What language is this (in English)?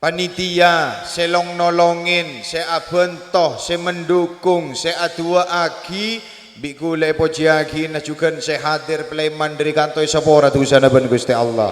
Madurese